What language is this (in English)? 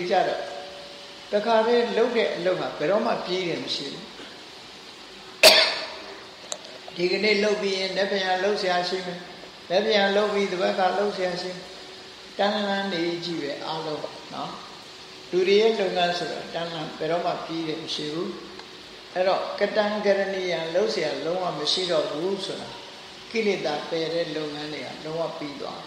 Burmese